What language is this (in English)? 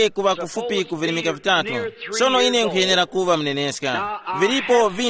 Tumbuka